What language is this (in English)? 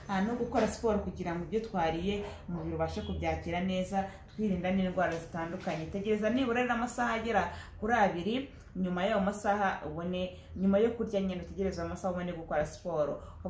Kinyarwanda